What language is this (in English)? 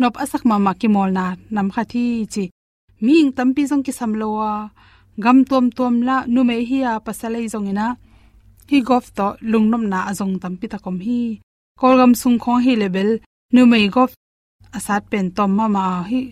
Tedim Chin